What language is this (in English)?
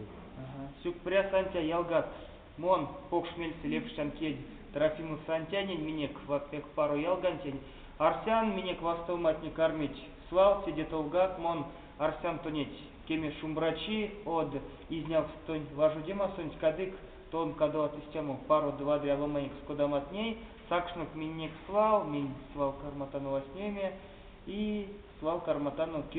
Erzya